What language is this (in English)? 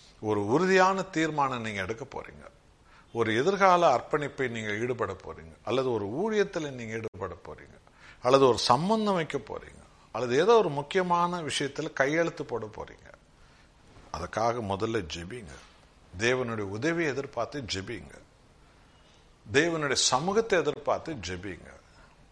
Tamil